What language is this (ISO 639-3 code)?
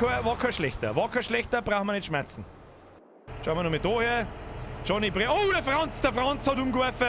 bar